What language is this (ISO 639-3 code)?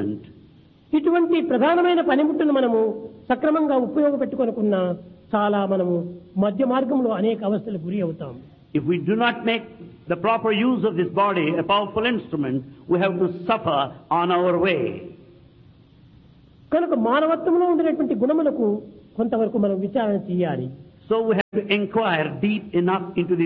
tel